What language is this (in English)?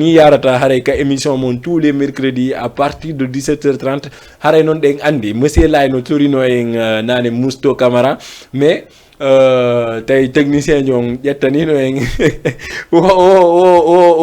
Fula